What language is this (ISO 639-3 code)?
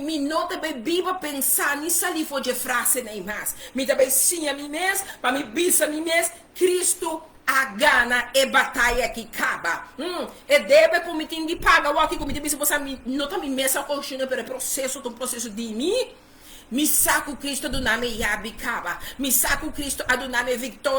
pap